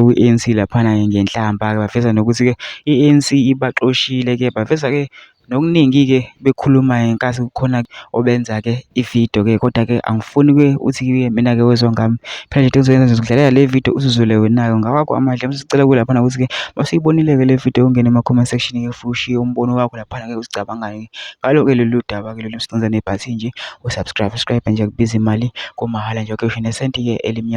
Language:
Zulu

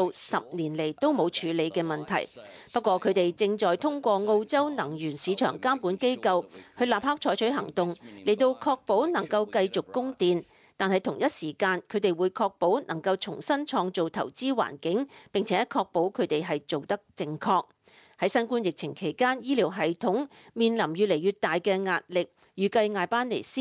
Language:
Cantonese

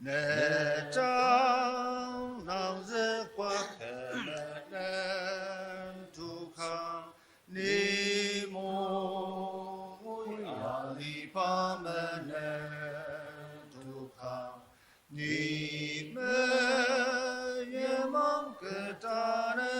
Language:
Ao Naga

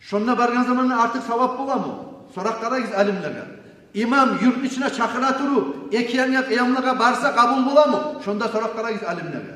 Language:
Kumyk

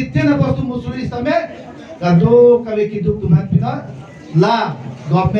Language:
Karbi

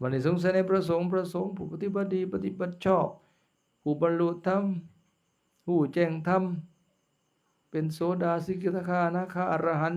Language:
Lao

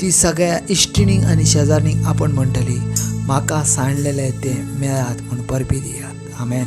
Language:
Konkani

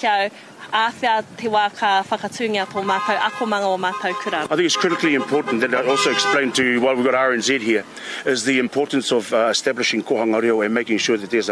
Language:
Māori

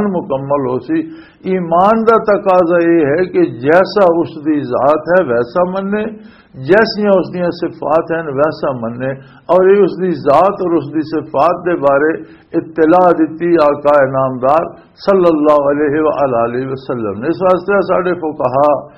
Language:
Western Panjabi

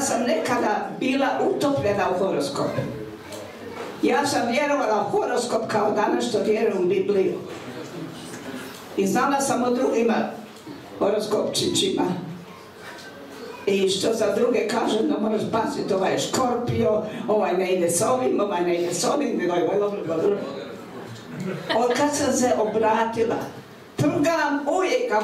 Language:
Croatian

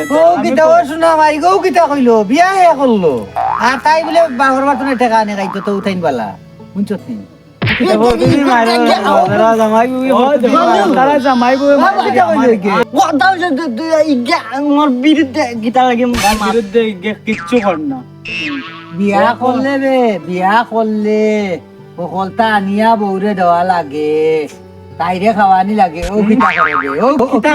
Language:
Sylheti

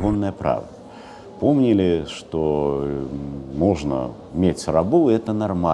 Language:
Belarusian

